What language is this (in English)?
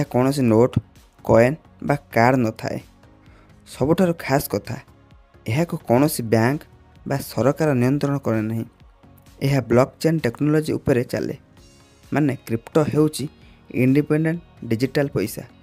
Odia